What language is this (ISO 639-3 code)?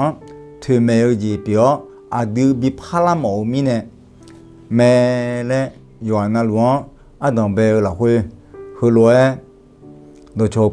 ahk